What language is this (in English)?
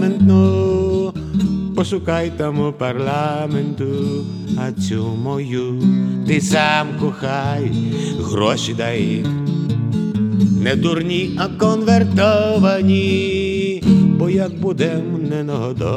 Ukrainian